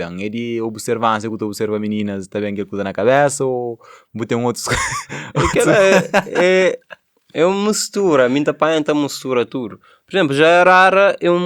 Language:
Kabuverdianu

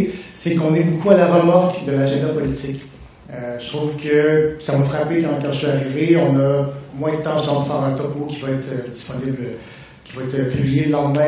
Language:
French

